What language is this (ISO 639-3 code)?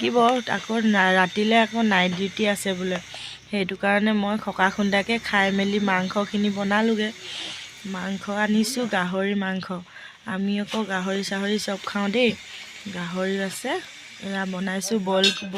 asm